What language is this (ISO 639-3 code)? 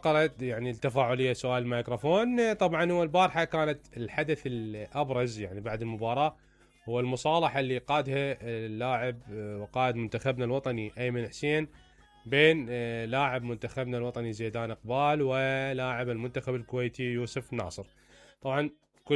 acm